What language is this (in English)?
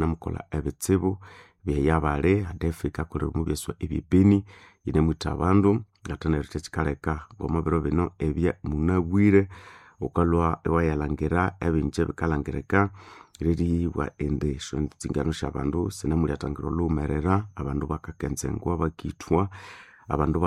Nande